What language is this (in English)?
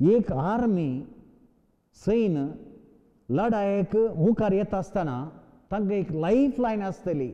Konkani